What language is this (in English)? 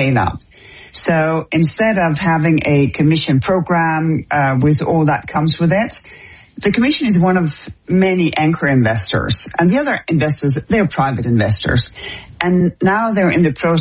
English